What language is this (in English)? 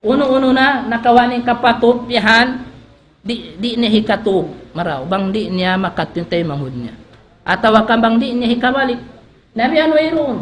Tausug